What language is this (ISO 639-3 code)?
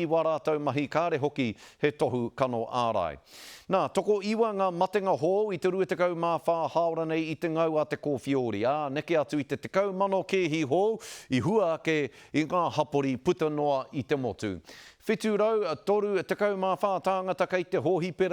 mri